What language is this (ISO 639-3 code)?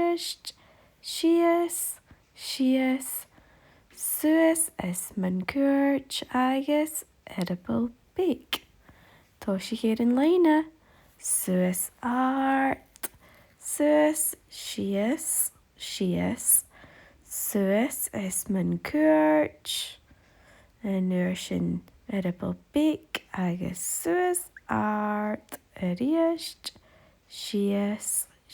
gla